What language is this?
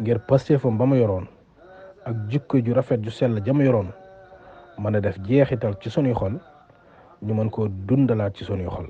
Wolof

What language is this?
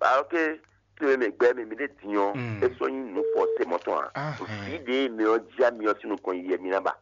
Fon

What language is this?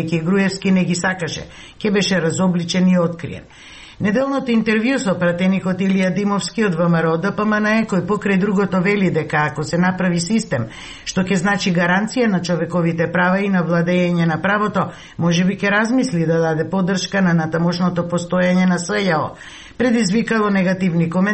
Macedonian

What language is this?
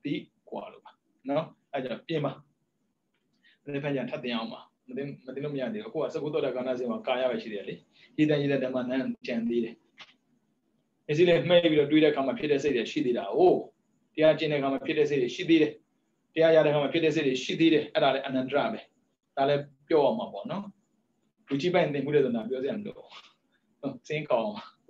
Burmese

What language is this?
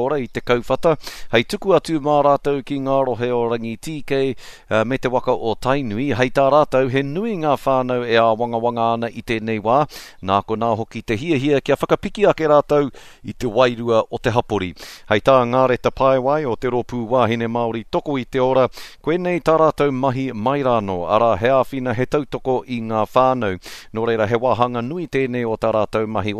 Māori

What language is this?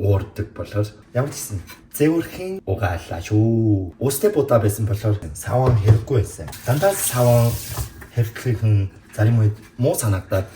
Mongolian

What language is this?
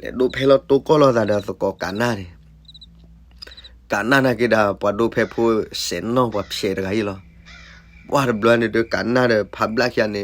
S'gaw Karen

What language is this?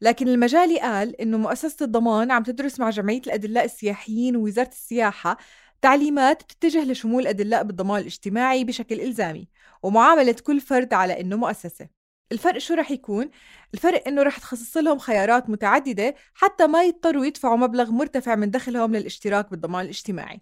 North Levantine Arabic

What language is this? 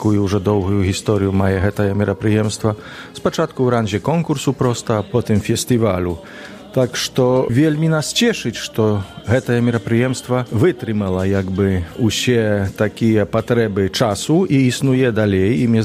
Belarusian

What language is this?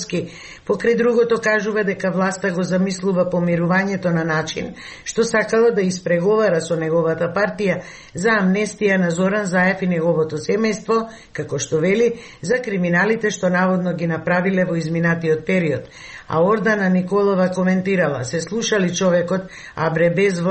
Macedonian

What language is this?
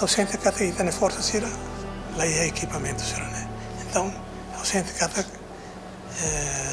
Tetum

